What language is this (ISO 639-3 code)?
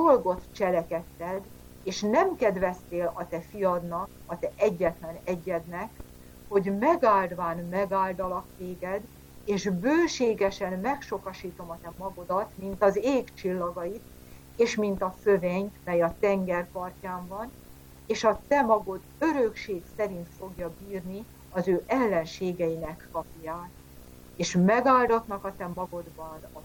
hun